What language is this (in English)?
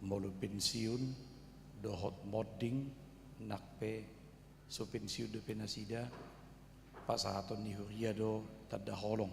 Batak Toba